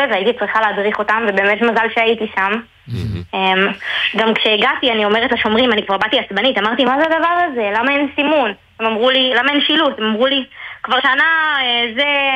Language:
Hebrew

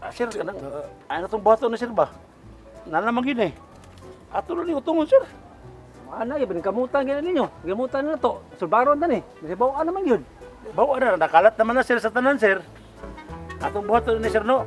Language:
Cebuano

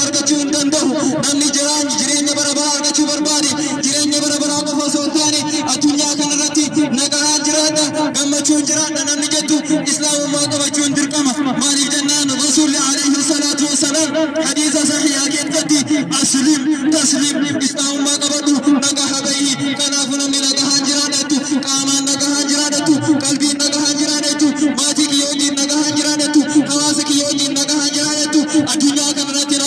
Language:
Oromo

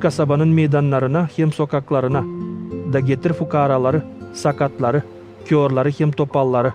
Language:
Gagauz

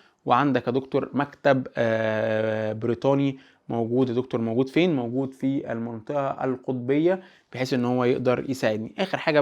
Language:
Egyptian Arabic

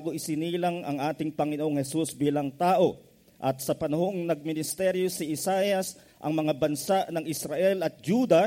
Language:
Filipino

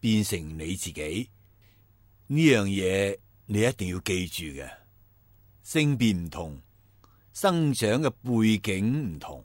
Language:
Cantonese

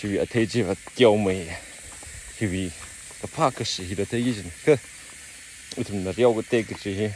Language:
Tangkhul Naga (India)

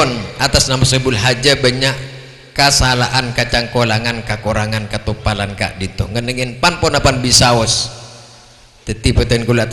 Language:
Madurese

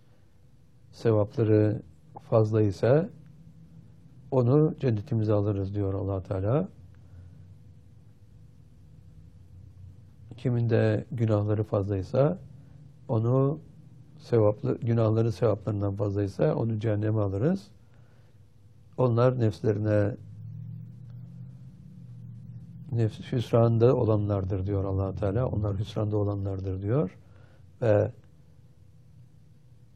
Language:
Turkish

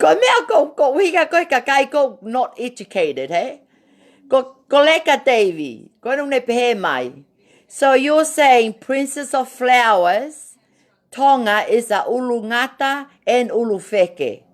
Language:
Tongan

